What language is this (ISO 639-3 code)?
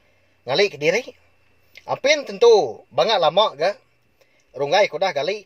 iba